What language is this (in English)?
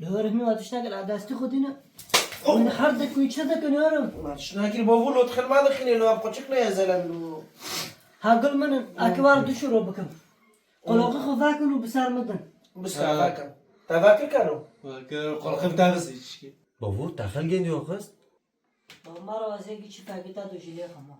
Kurdish